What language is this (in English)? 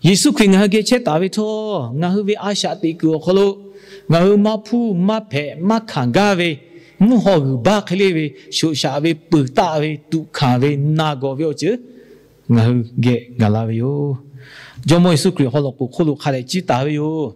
Lahu